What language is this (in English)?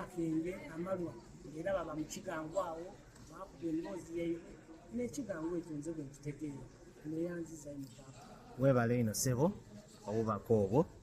Soga